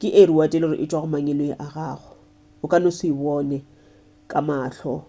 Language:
Northern Sotho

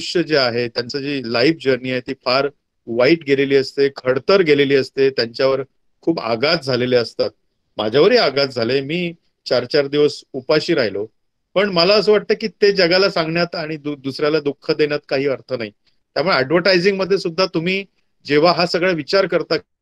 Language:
Marathi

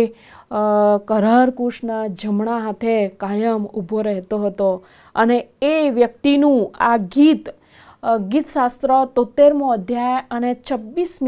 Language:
Gujarati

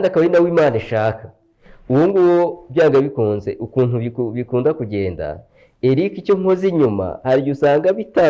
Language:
Kinyarwanda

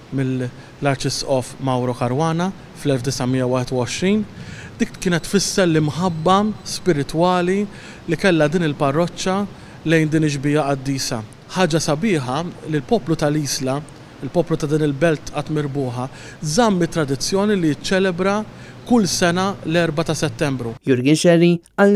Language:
Maltese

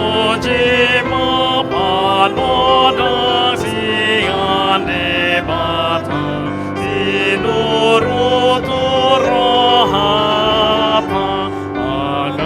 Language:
Batak Toba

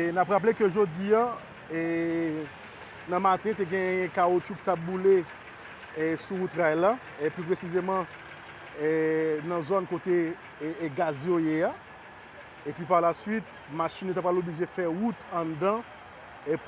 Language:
Haitian Creole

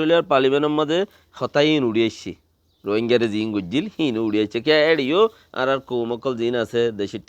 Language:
Rohingya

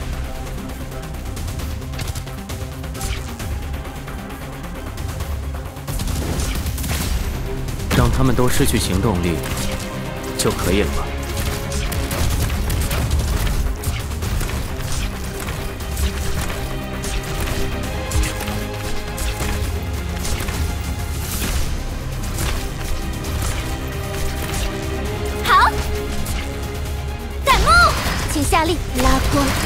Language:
Chinese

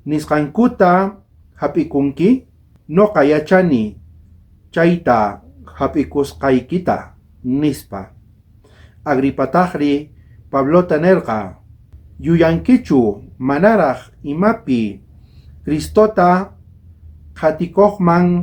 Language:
South Bolivian Quechua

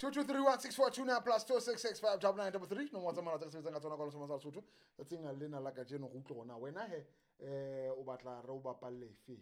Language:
Southern Sotho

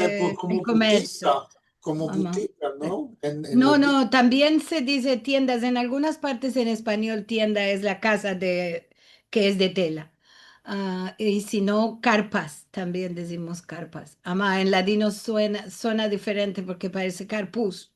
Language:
Ladino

